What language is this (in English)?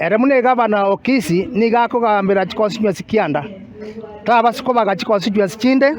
Gusii